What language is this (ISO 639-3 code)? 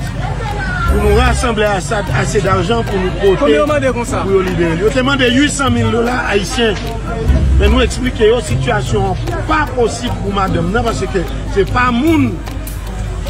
hat